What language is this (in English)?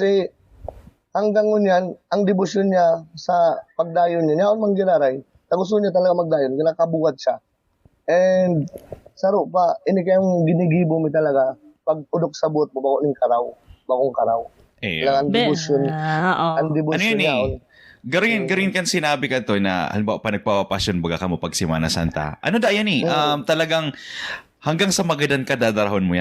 Bikol